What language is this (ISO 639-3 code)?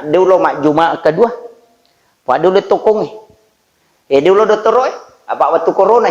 bug